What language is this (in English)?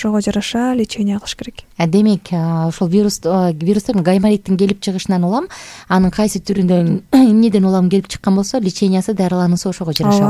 Kyrgyz